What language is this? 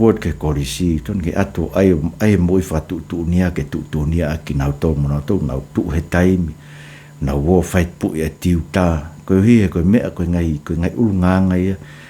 Tongan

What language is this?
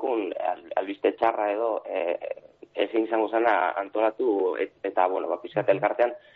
Basque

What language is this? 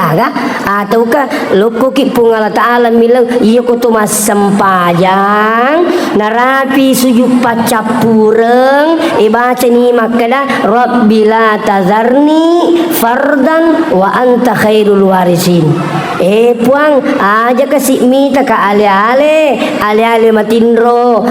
Buginese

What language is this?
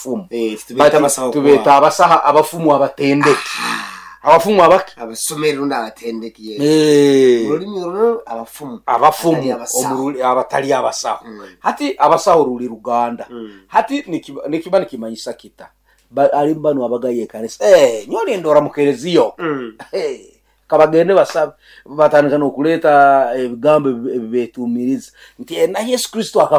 Nyoro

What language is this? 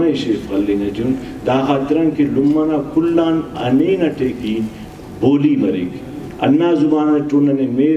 Brahui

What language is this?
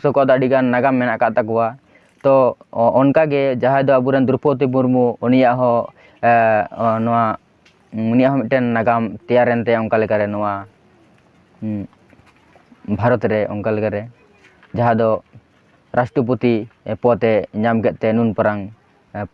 Santali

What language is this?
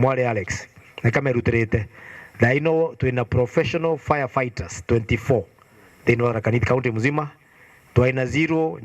Meru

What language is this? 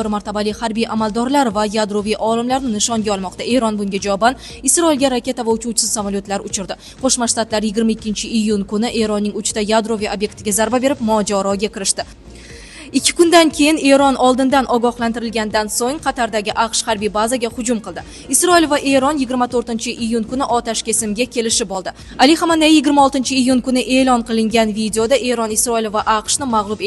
Uzbek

